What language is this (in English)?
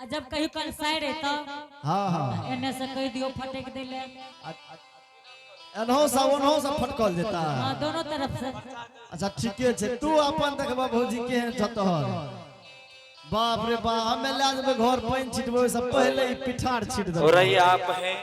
Angika